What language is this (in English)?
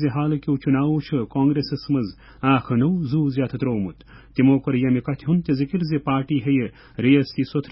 Kashmiri